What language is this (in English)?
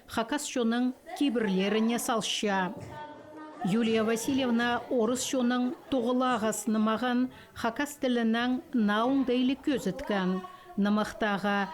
Khakas